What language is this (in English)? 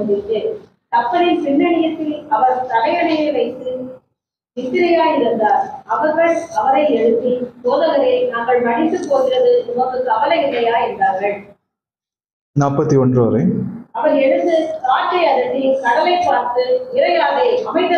Tamil